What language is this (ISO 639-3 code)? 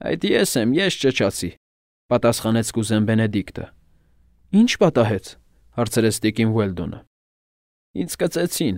hye